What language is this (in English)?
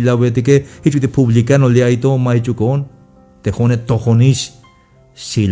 Tzeltal